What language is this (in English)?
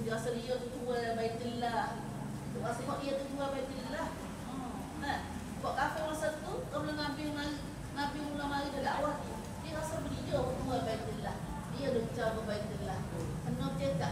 Malay